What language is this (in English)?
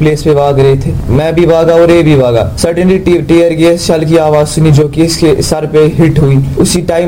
Urdu